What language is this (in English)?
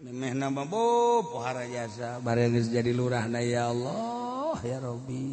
Sundanese